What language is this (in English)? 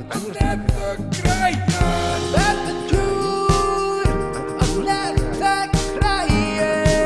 Western Frisian